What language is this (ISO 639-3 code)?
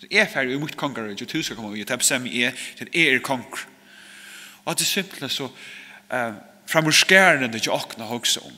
fao